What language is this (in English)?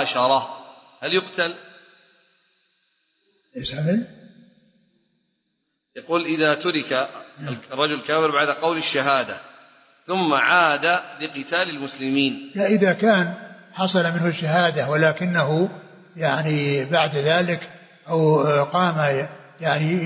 Arabic